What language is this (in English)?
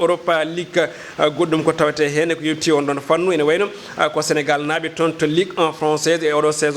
Fula